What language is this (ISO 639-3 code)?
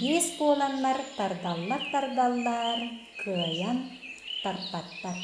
sah